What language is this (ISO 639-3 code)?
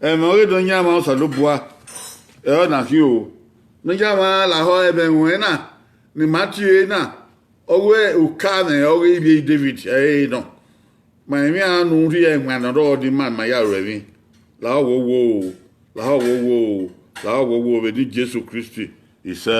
bin